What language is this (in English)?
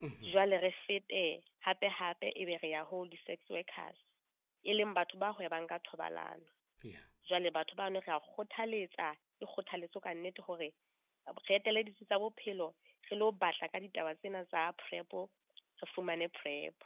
Southern Sotho